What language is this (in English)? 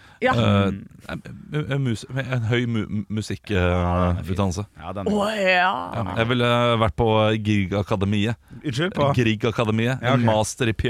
Norwegian